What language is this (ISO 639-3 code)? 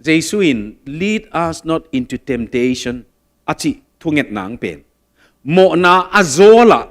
ctd